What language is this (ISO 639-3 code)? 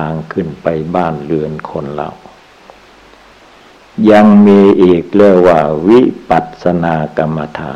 tha